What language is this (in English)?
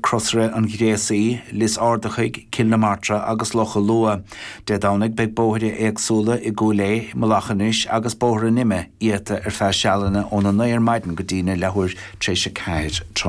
Irish